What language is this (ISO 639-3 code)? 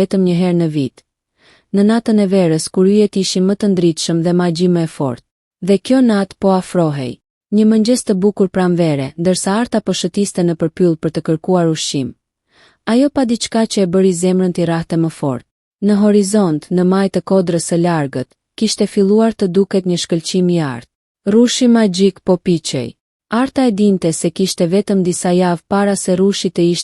sqi